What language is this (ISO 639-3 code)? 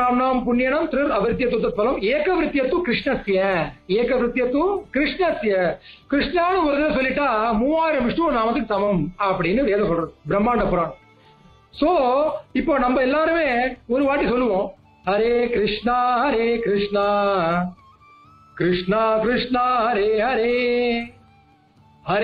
tam